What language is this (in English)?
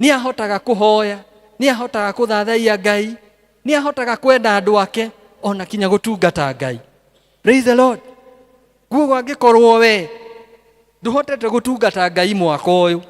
Kikuyu